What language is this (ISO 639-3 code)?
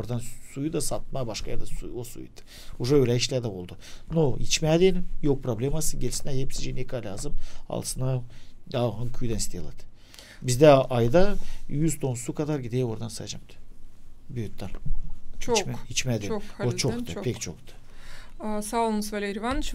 gag